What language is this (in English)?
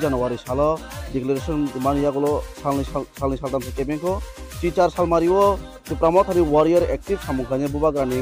Kok Borok